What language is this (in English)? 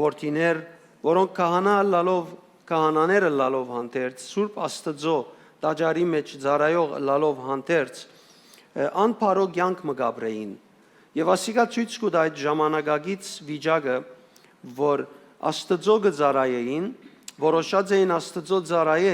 Western Armenian